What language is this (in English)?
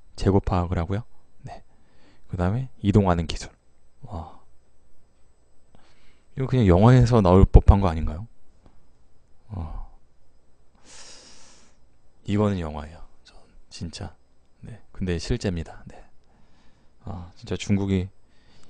Korean